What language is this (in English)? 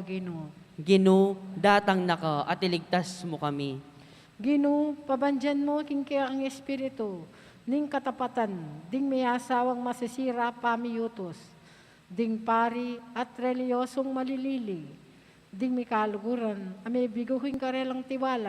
Pampanga